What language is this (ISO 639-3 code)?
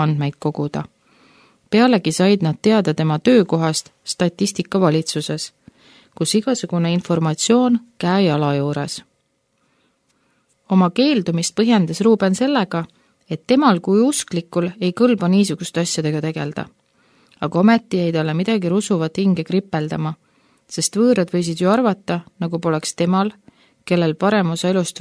est